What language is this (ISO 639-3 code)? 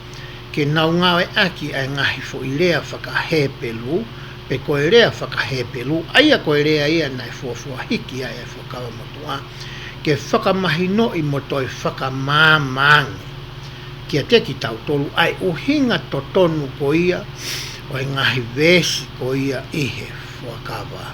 ton